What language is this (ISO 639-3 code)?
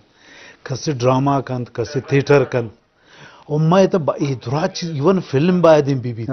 bgp